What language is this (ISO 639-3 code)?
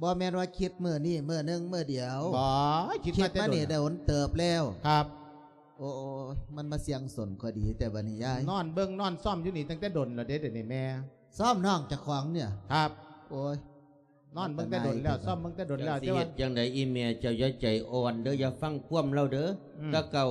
lao